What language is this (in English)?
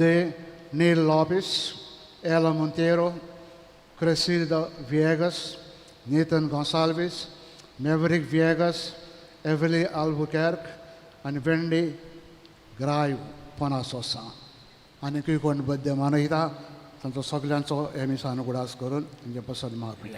Konkani